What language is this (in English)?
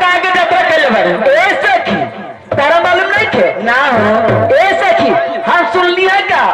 Bhojpuri